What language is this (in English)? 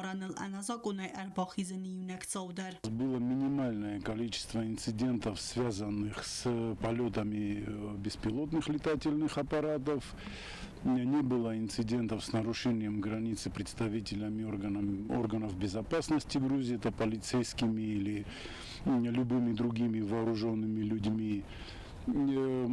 Ossetic